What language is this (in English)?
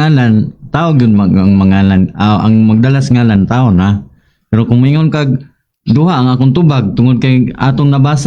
Cebuano